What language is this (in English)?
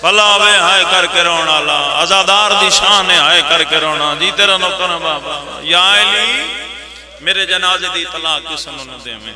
Pahari-Potwari